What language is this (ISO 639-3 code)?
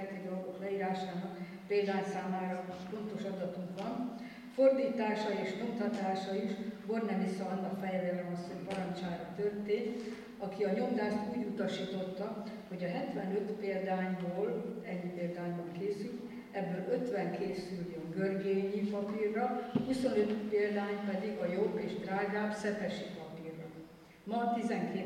hun